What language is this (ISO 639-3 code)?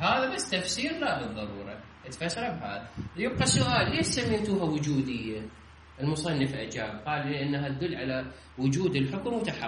acm